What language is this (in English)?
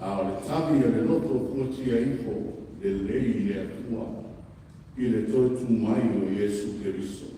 Samoan